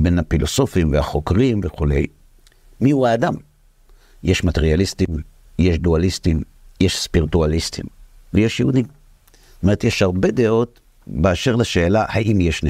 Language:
Hebrew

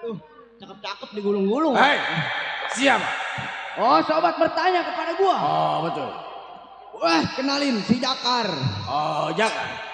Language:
Betawi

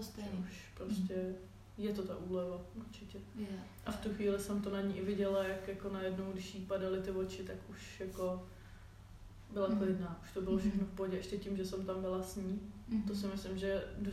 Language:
Czech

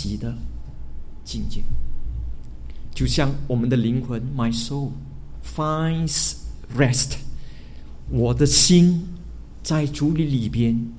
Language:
Chinese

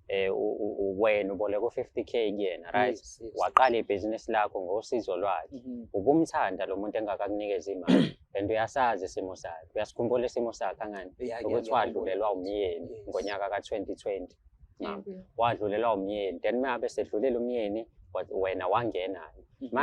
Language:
Zulu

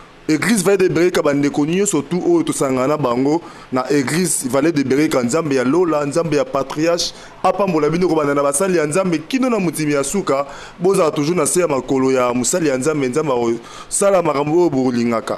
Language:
Lingala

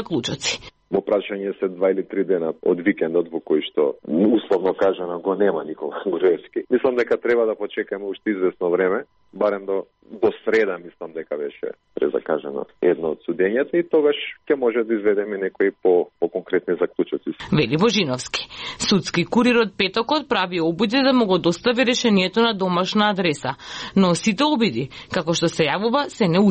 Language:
Macedonian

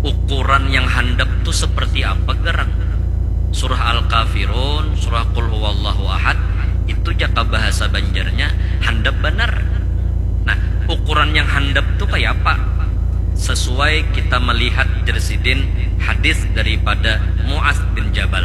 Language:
Banjar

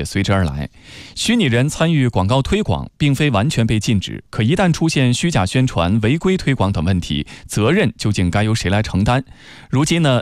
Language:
Chinese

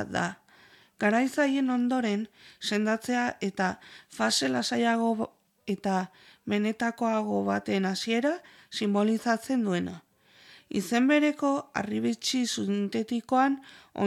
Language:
Basque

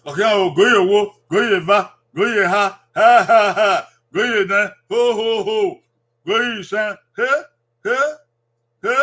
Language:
Bini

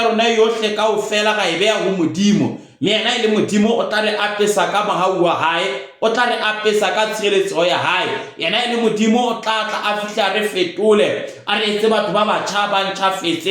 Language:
Southern Sotho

